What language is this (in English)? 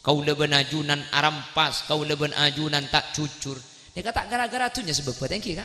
Madurese